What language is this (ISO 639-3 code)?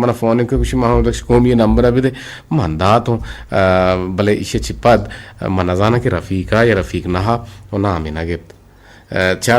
bgp